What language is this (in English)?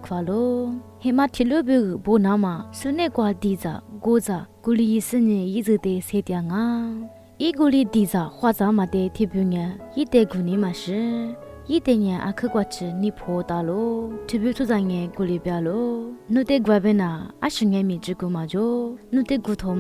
Lisu